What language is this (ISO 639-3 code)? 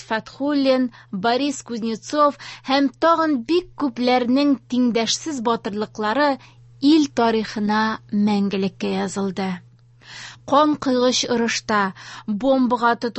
tat